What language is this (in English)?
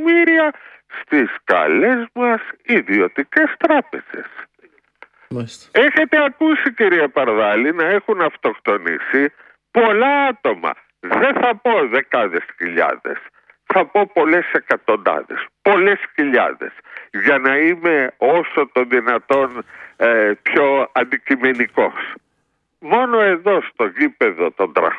Greek